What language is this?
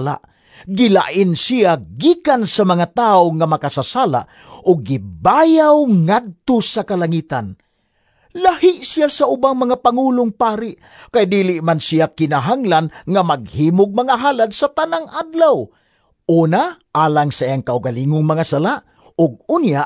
Cebuano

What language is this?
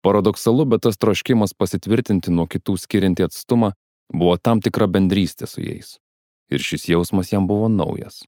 Lithuanian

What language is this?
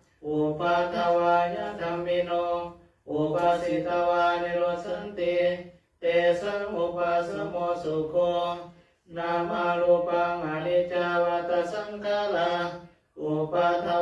Pali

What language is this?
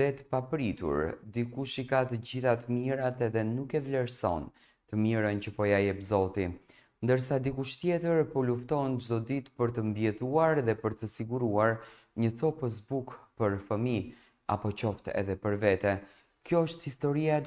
Albanian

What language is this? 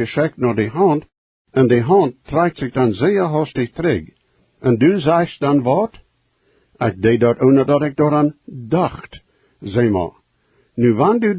Plautdietsch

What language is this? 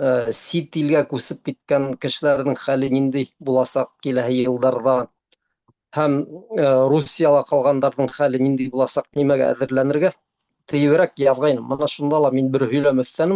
Bashkir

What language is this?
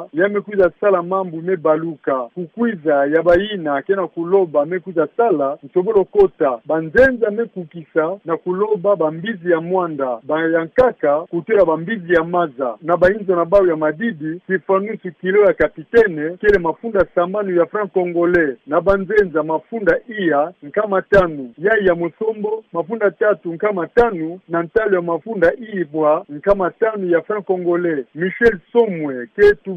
Kituba (Democratic Republic of Congo)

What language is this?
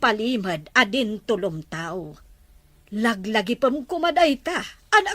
Iloko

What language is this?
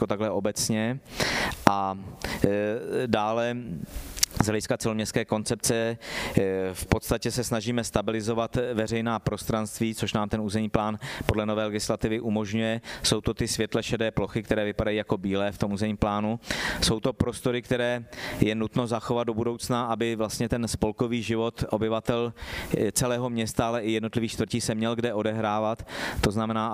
Czech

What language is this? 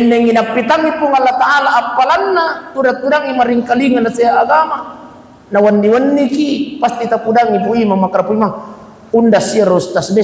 Buginese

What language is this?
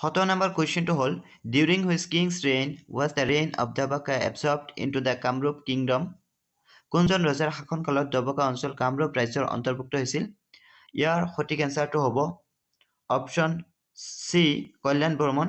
Assamese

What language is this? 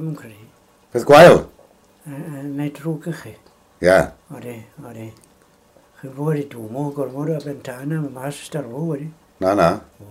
Welsh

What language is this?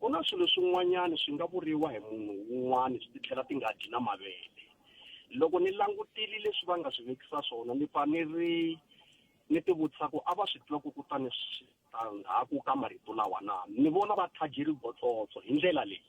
Tsonga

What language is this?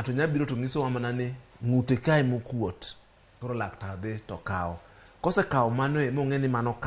Luo (Kenya and Tanzania)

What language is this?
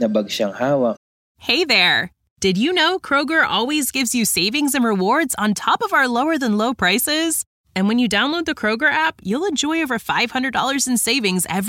Filipino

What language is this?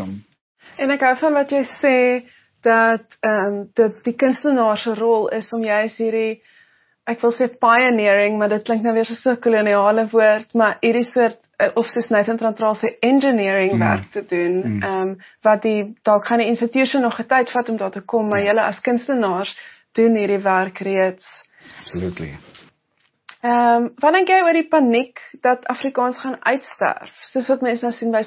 Afrikaans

